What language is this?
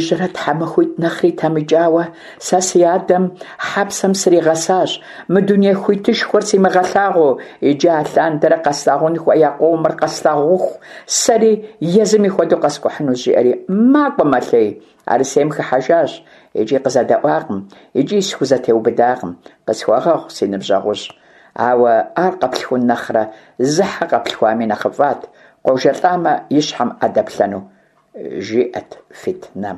Kabardian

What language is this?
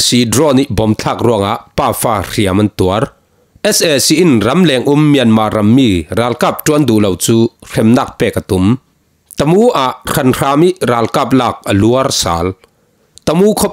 Falam Chin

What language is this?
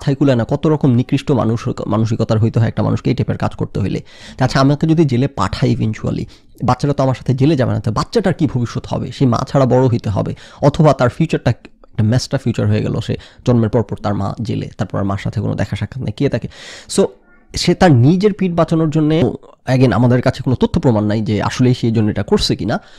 Bangla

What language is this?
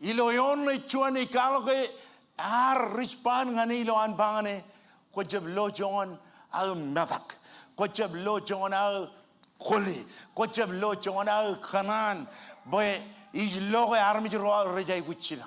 Marshallese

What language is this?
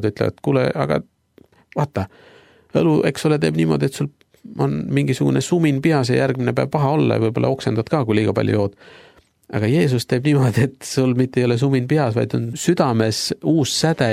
Estonian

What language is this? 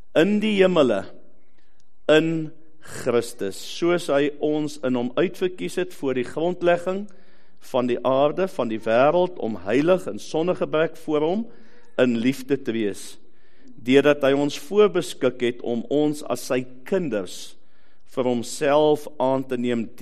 Afrikaans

